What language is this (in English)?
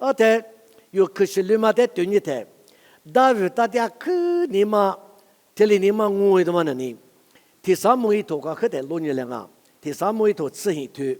Lisu